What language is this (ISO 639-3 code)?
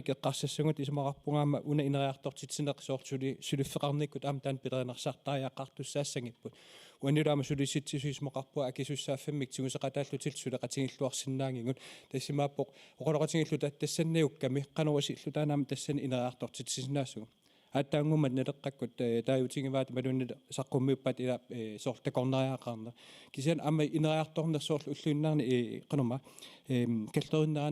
kal